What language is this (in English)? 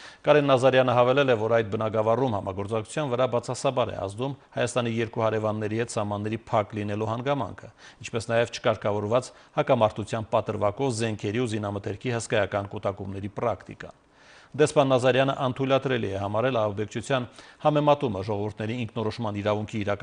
Armenian